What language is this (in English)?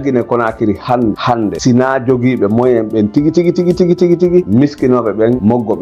Fula